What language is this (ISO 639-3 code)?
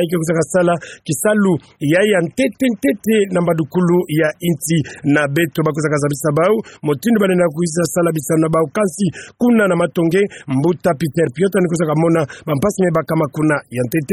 ktu